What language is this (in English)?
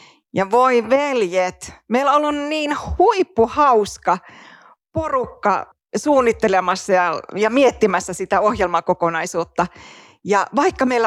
Finnish